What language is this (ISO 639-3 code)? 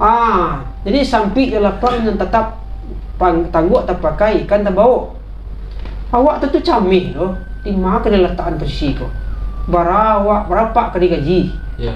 min